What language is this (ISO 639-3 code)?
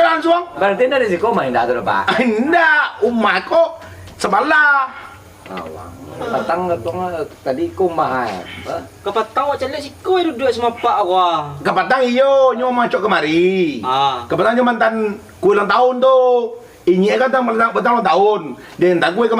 min